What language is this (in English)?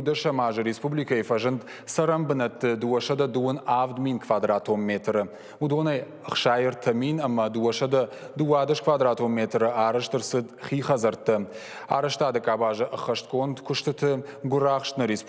Ossetic